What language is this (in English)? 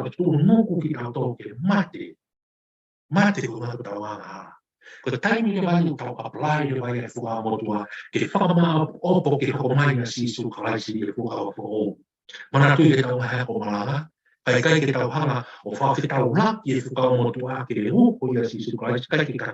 Tongan